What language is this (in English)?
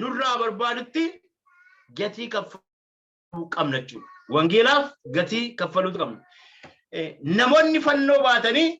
Oromo